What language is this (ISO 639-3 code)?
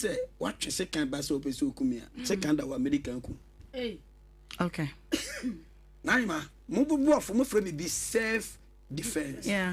aka